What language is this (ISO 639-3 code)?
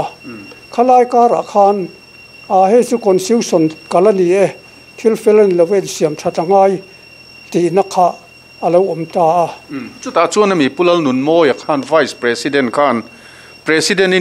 lus